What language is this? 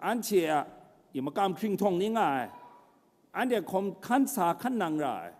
Kachin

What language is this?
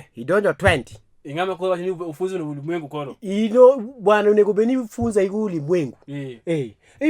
Luo (Kenya and Tanzania)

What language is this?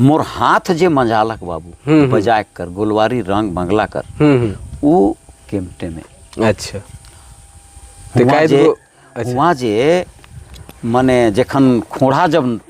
Sadri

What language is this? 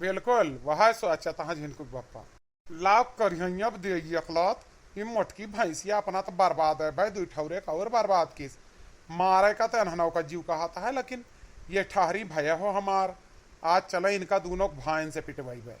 Awadhi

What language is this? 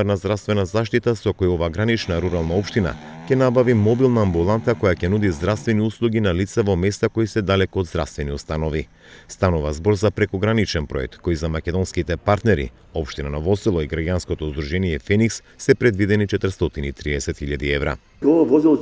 Macedonian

